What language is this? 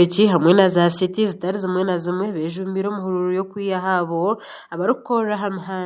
Nyankole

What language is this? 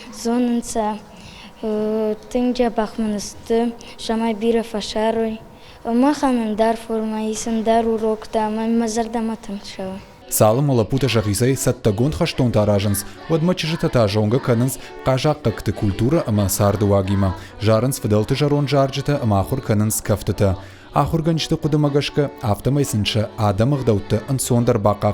Ossetic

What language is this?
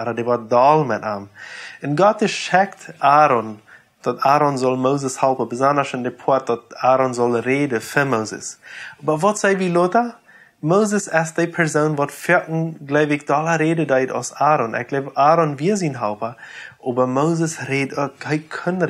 Plautdietsch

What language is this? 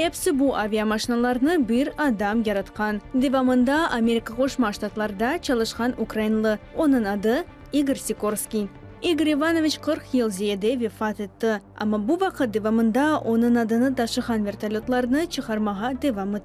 Crimean Tatar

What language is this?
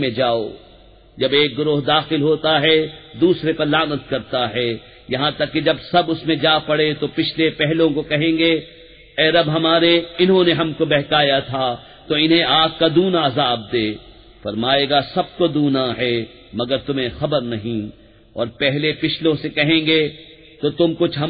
Urdu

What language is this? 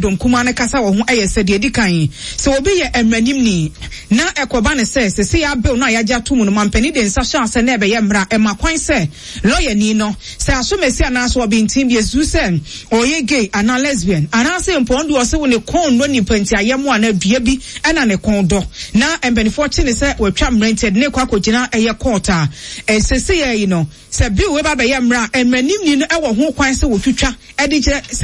Akan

